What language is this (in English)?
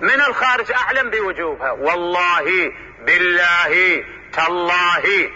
Mesopotamian Arabic